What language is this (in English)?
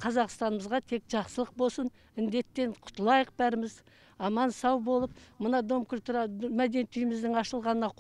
Kazakh